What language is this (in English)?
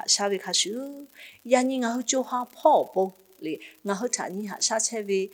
Lahu